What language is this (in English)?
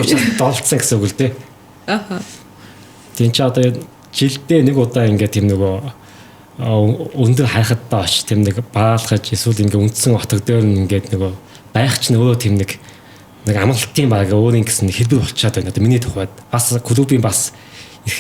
Mongolian